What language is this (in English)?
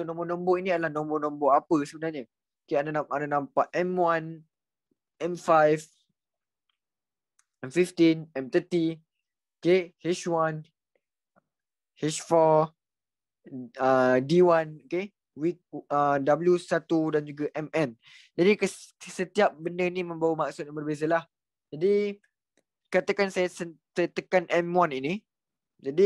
Malay